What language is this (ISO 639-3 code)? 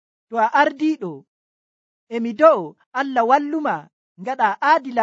fuv